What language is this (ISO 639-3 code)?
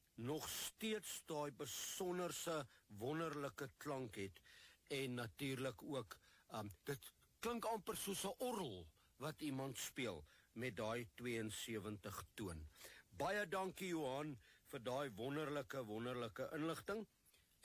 afr